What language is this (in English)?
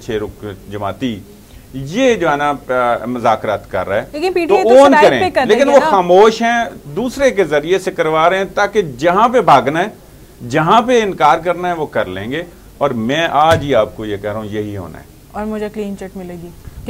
Urdu